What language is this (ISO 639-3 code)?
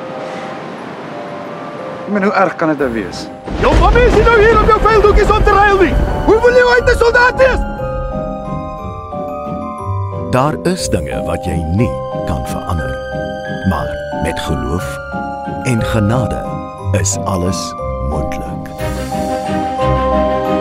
afr